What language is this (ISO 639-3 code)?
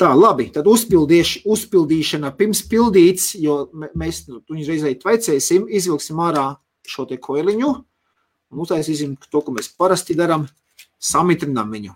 lav